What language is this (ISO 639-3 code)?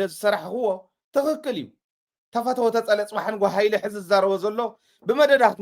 tir